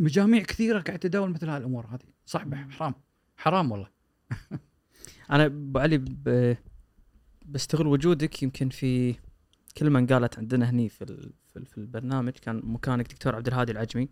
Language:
Gulf Arabic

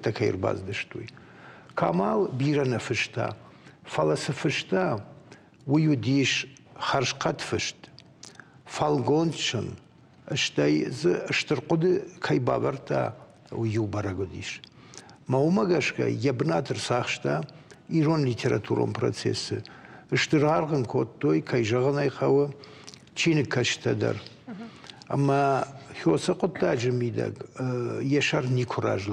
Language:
Ossetic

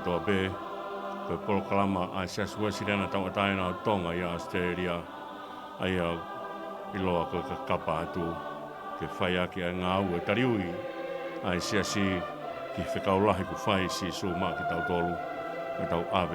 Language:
Tongan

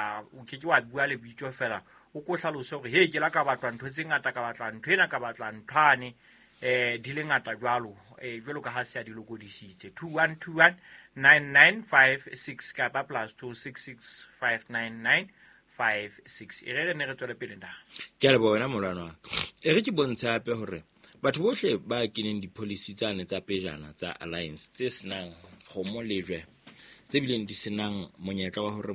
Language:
Southern Sotho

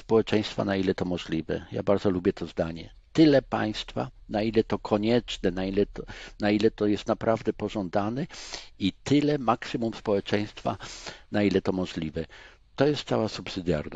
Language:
Polish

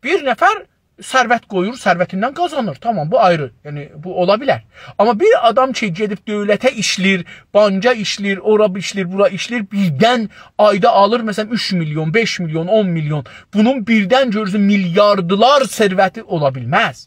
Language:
South Azerbaijani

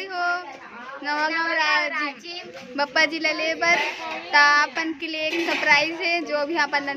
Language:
Chhattisgarhi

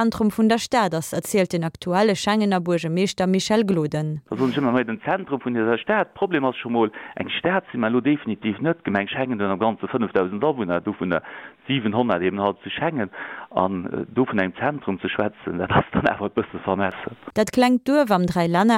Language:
Luxembourgish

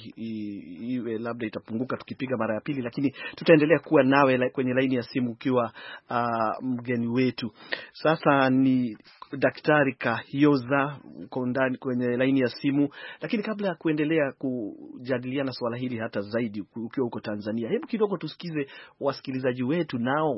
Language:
Swahili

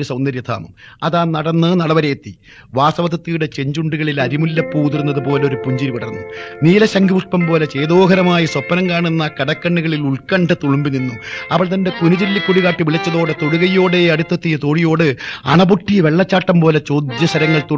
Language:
Malayalam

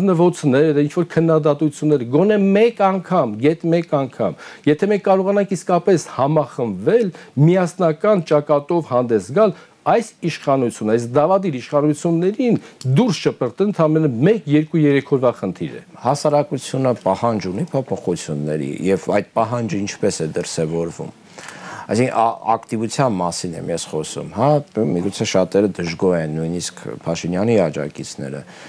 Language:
Armenian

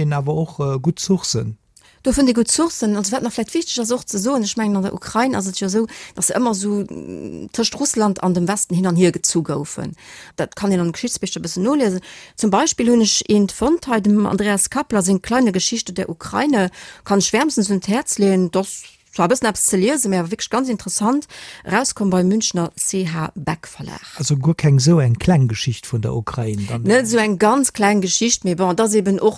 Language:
Luxembourgish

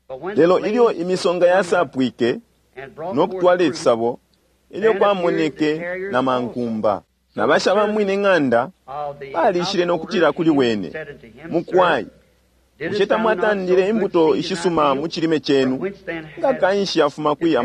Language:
Bemba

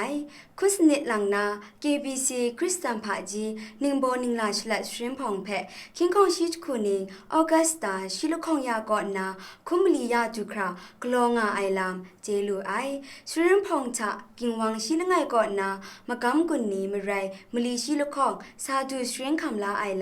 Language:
Kachin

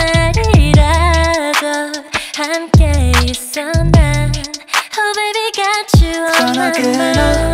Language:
Korean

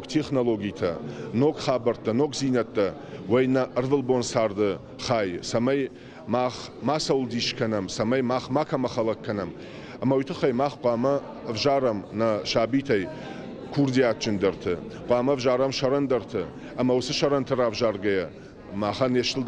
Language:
Ossetic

